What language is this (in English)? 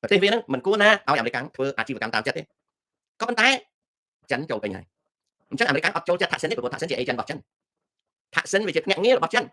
Khmer